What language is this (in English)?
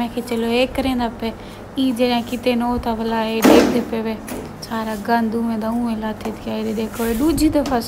Saraiki